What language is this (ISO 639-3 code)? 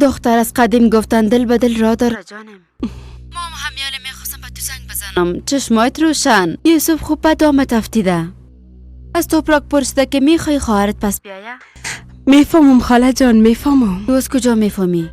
fas